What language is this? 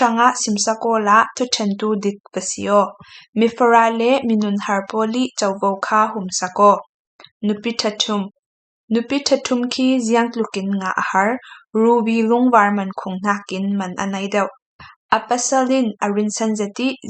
Falam Chin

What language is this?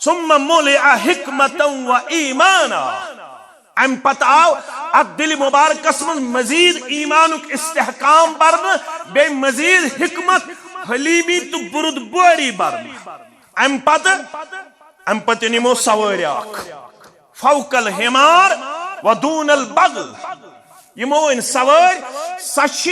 Kashmiri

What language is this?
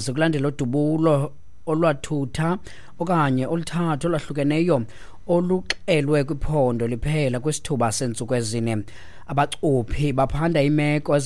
Xhosa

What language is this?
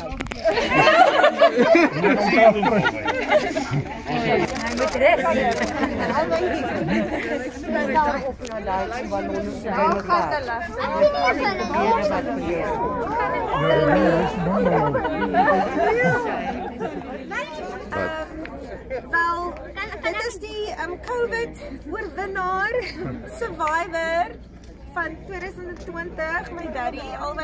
Afrikaans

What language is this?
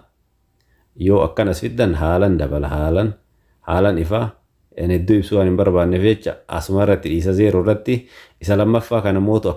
Oromo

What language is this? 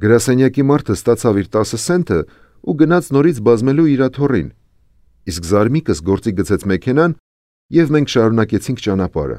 Armenian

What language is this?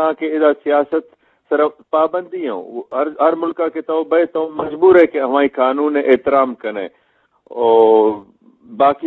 Eastern Balochi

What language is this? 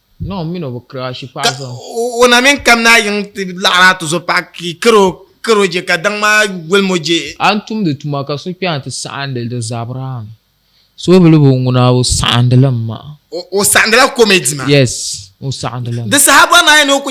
Dagbani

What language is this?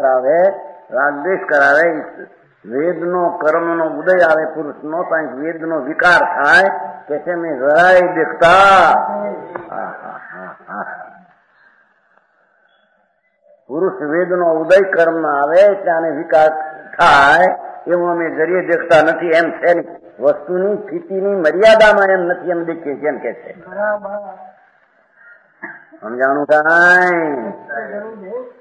Gujarati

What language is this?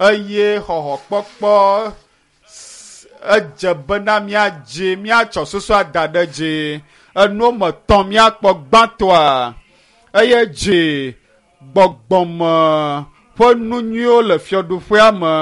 Ewe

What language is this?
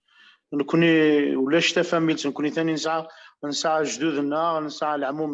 Kabyle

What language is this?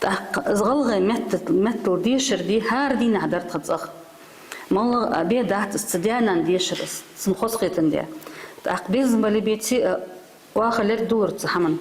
Ingush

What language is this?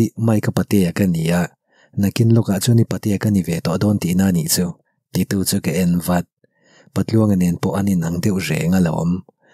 Mizo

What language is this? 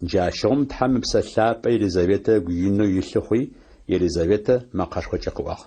Adyghe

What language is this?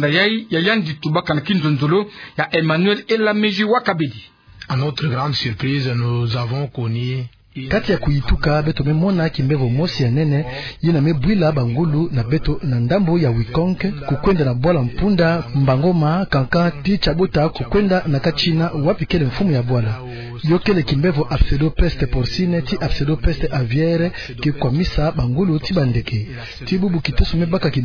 Kituba (Democratic Republic of Congo)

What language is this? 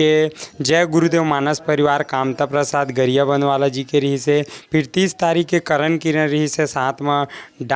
Chhattisgarhi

